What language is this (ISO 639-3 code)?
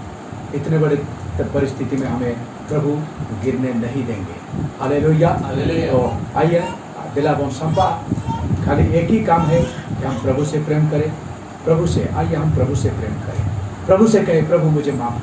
sat